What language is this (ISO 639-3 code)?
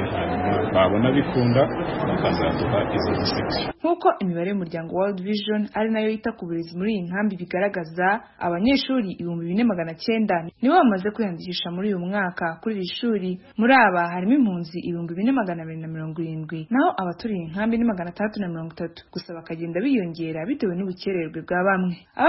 kin